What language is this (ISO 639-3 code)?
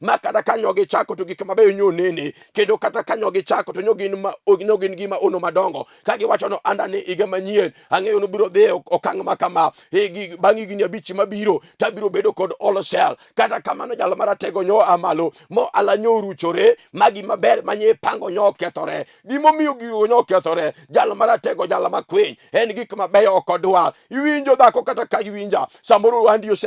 luo